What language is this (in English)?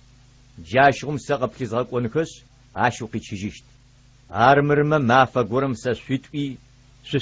Adyghe